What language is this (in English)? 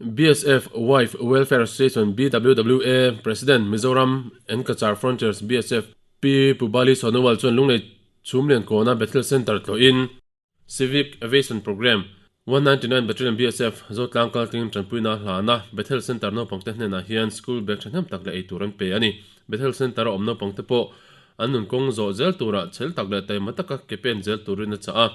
Mizo